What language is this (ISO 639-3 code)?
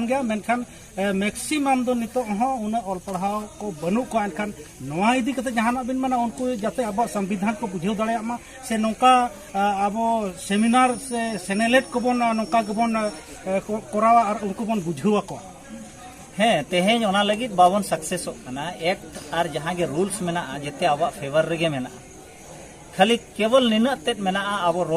sat